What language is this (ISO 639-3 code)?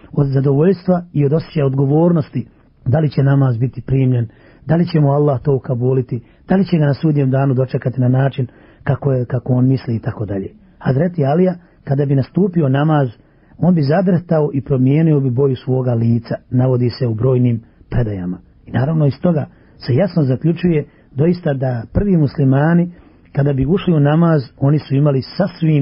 bos